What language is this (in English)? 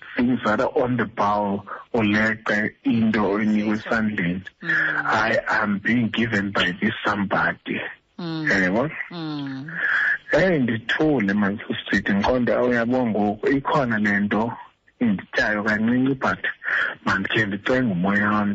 Xhosa